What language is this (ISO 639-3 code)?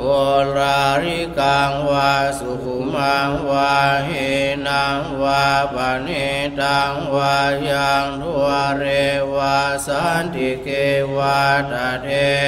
pli